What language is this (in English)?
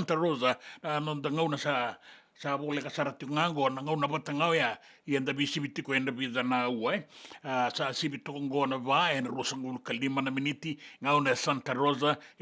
Fijian